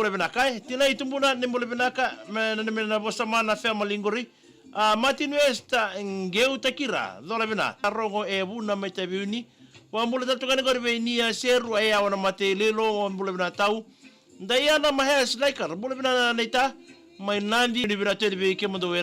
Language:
Fijian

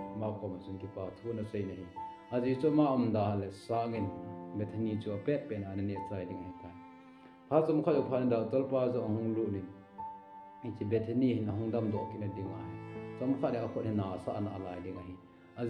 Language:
Thado Chin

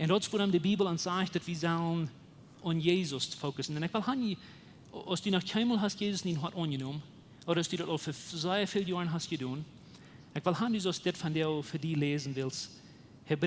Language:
Plautdietsch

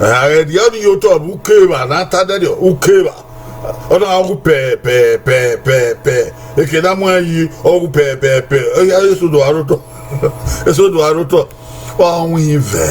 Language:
Bini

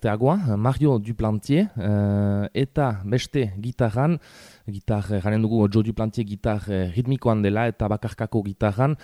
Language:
Basque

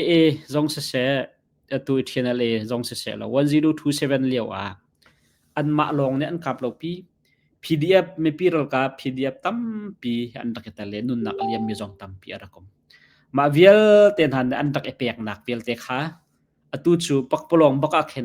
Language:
Hakha Chin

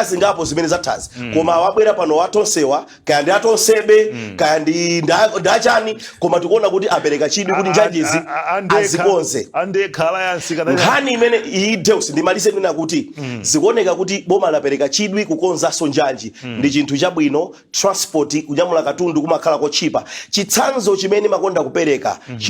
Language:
Nyanja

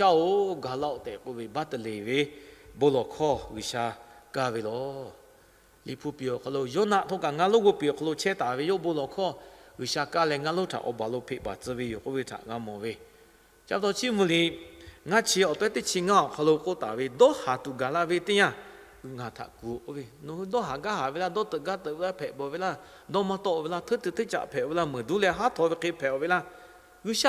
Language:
Lahu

